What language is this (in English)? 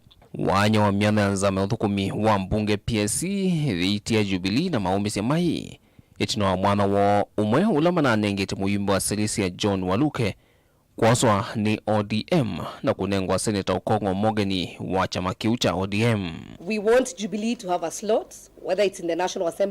Kamba